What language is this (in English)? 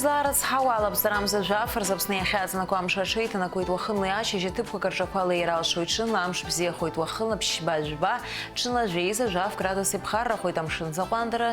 Abkhazian